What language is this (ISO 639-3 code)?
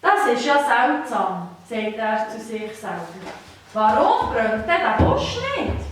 gsw